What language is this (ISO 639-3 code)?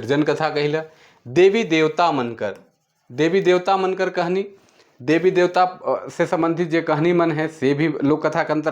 sck